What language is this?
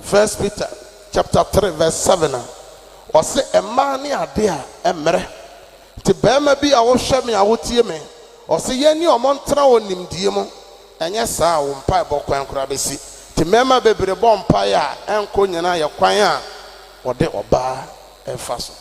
Akan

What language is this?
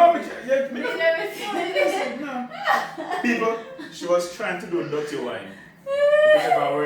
Jamaican Creole English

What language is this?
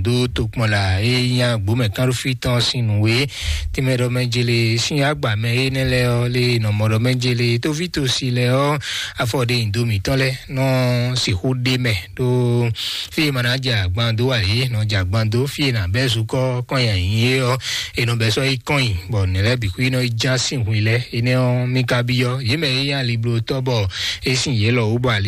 Fon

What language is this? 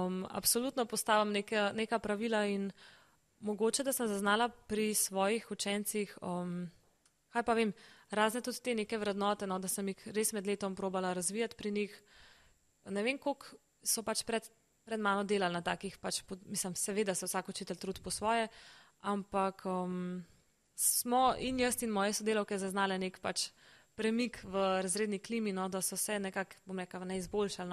Slovenian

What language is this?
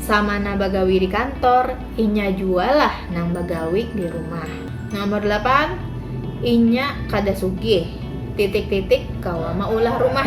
Banjar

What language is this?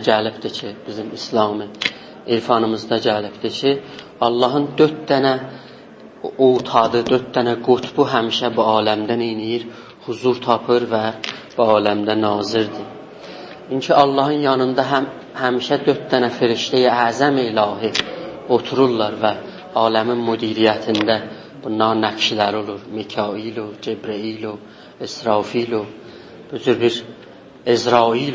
South Azerbaijani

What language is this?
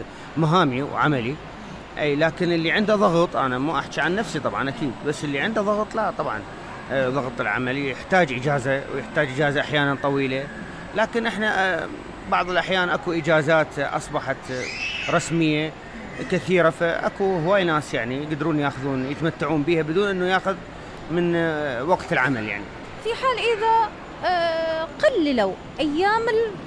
Mesopotamian Arabic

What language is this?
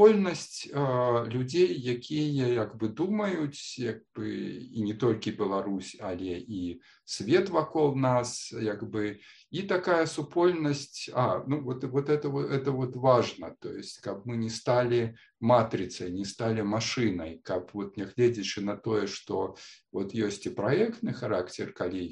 Belarusian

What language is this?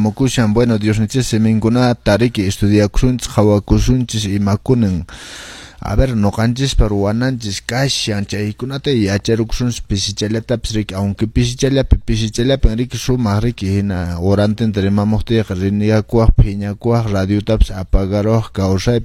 Quechua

